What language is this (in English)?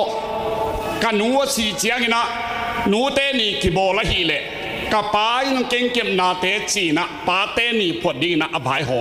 Tedim Chin